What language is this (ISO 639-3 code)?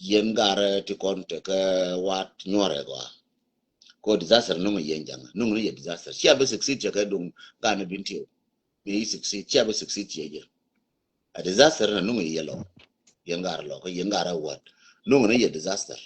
nus